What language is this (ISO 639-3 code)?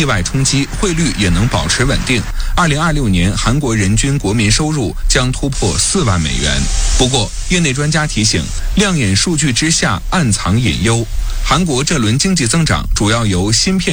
zho